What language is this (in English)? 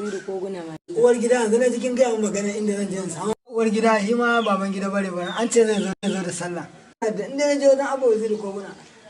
Hausa